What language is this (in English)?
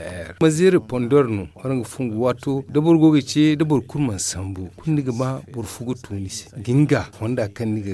Zarma